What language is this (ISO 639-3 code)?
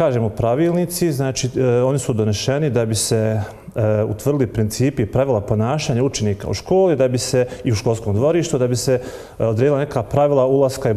bos